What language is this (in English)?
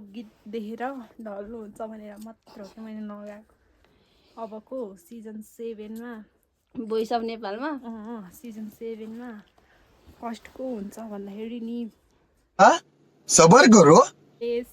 Nepali